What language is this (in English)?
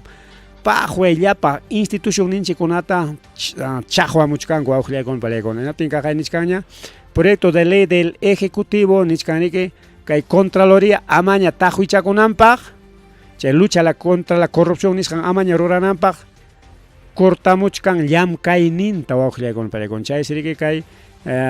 Ayacucho Quechua